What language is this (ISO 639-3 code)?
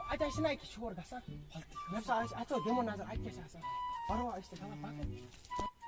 kas